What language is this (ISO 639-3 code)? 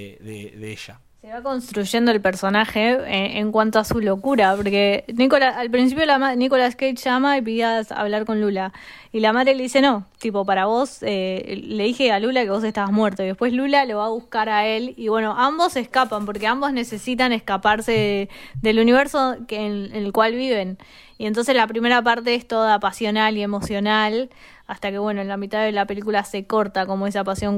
spa